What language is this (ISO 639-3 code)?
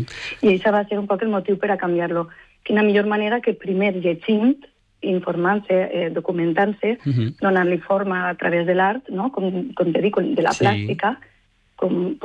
cat